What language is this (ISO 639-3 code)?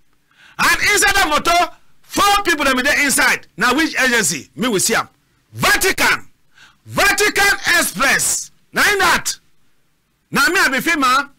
wes